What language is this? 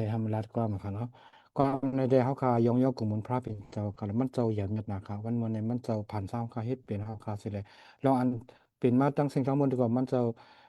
Shan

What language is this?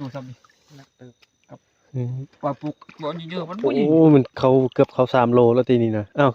Northeastern Thai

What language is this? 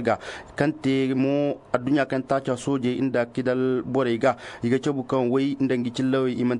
Zarma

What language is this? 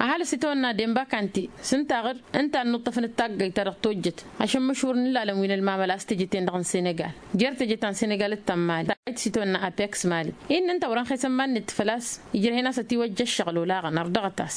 Tamasheq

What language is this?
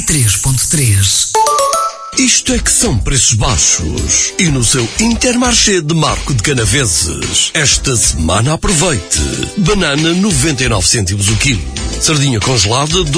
Portuguese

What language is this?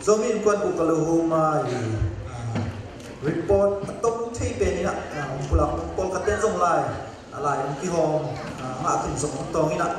Tedim Chin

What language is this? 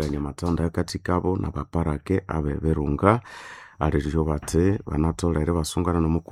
Nande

